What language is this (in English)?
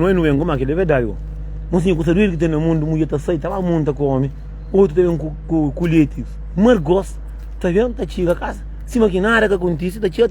Kabuverdianu